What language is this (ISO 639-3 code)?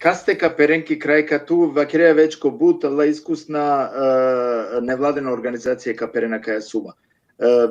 rmn